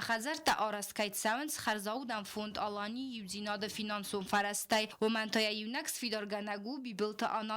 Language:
Ossetic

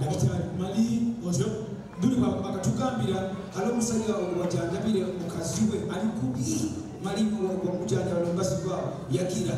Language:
Nyoro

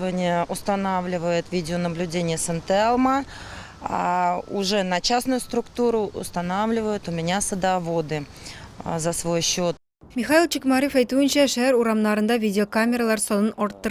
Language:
Tatar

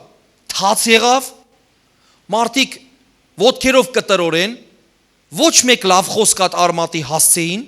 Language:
Western Armenian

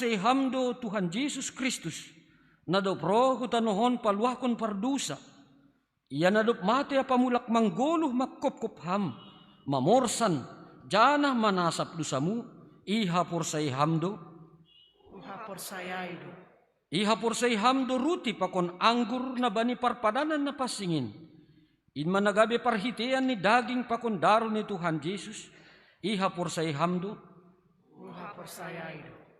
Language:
Batak Simalungun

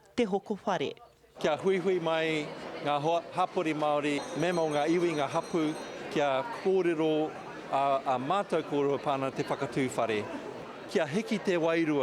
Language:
Māori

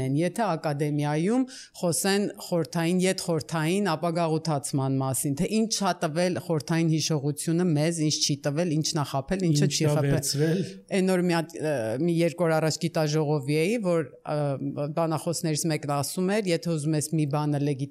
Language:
Armenian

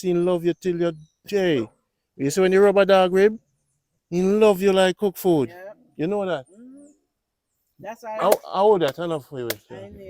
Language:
Jamaican Creole English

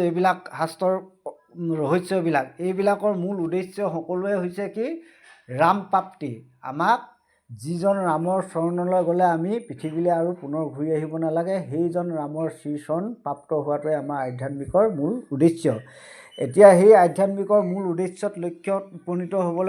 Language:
Assamese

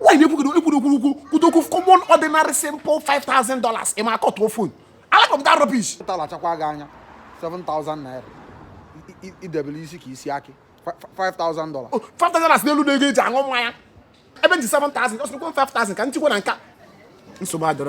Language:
Igbo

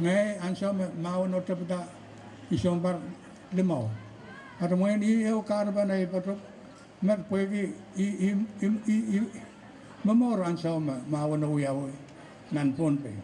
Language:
Pohnpeian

